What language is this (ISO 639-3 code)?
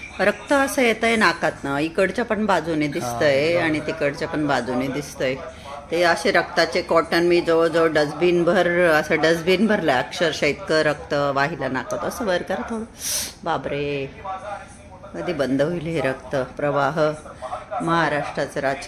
mar